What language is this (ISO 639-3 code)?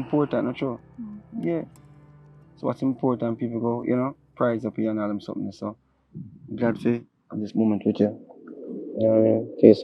jam